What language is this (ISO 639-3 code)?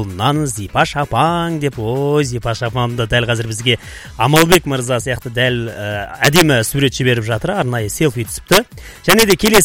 kaz